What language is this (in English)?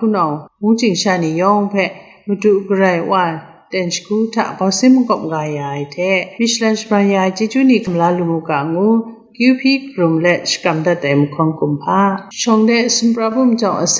Kachin